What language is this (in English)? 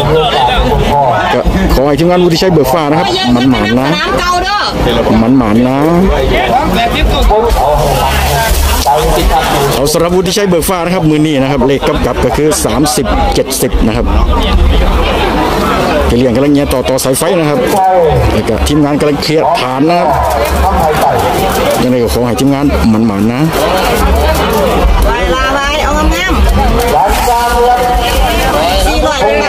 Thai